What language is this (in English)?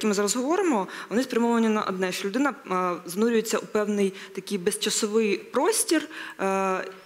Ukrainian